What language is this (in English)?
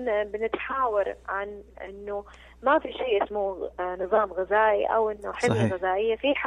Najdi Arabic